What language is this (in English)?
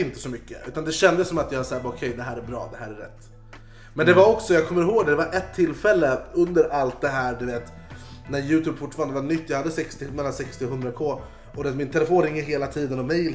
Swedish